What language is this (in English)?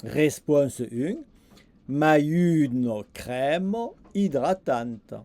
Occitan